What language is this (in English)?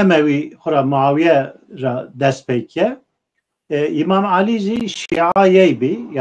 Zaza